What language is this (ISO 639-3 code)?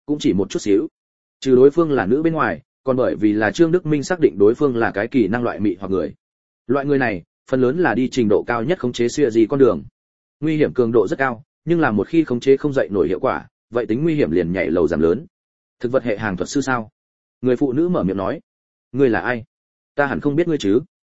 vie